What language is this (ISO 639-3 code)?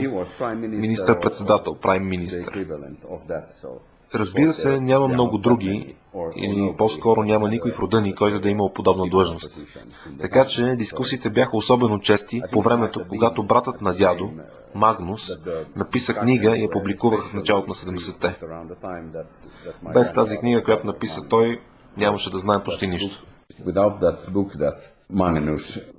bul